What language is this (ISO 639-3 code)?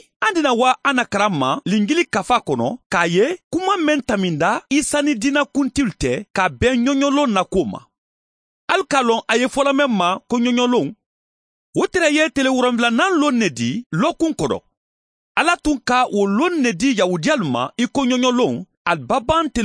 man